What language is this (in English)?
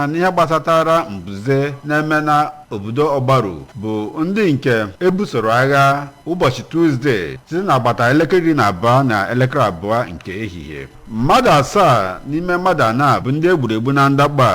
Igbo